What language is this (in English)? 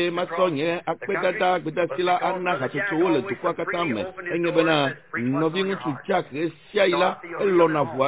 Ewe